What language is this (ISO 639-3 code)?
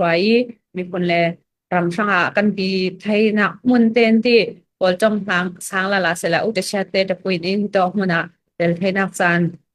cfm